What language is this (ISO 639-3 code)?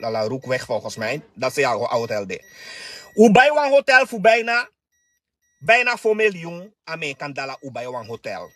srn